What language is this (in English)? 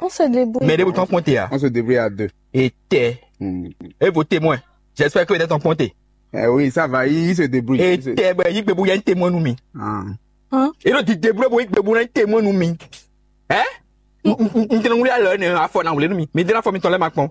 Fon